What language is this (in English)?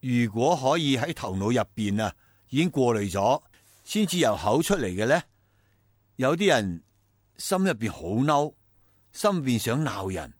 Cantonese